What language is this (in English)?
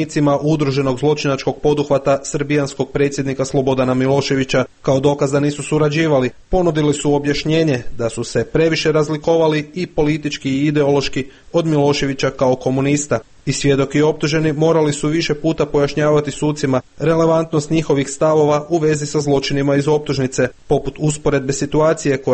Croatian